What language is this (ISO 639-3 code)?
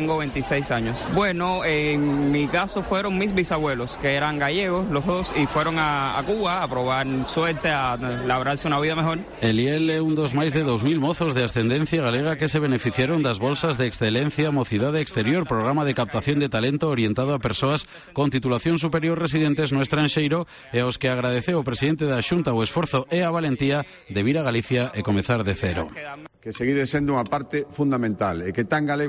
glg